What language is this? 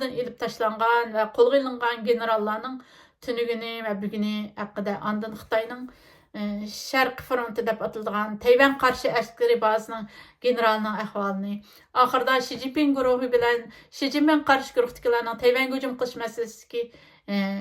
Uyghur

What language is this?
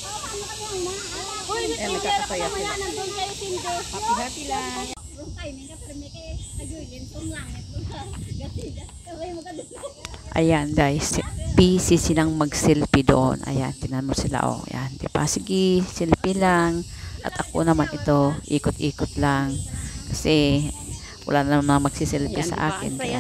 Filipino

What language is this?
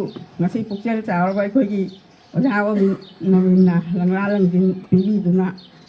Manipuri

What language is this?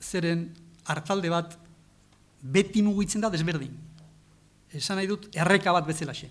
Basque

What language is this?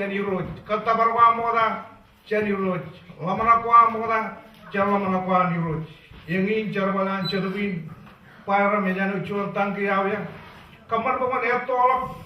Marshallese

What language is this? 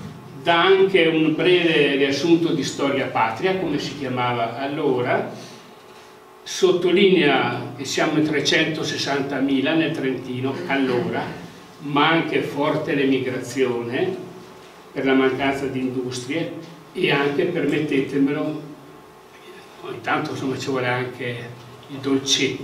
Italian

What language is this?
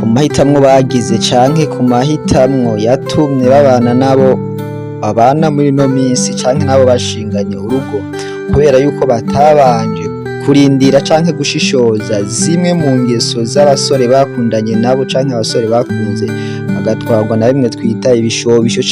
Rundi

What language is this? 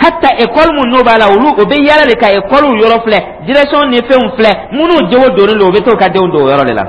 Dyula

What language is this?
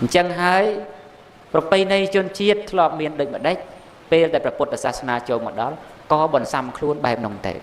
Khmer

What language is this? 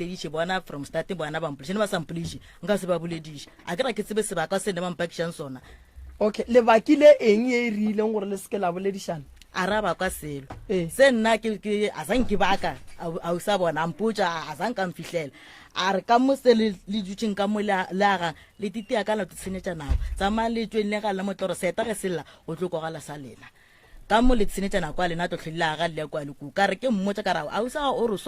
Northern Sotho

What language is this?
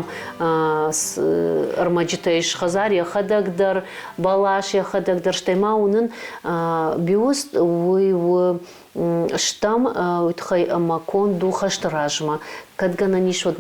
Ossetic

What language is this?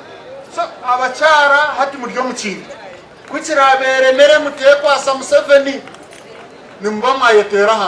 Nyankole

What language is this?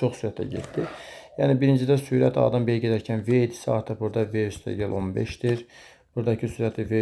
Azerbaijani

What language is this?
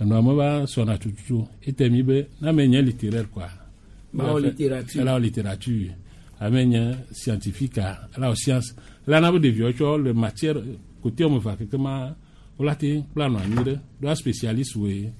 Gen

